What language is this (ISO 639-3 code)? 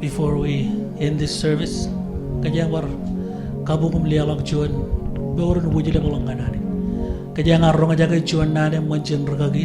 mah